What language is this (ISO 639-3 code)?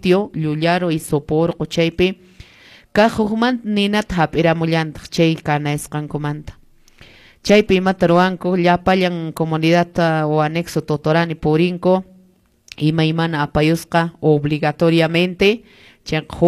que